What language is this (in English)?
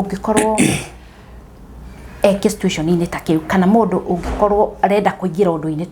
Kikuyu